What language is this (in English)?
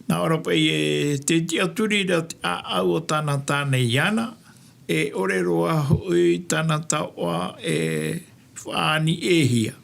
Tahitian